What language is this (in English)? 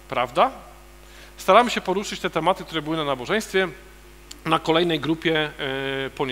Polish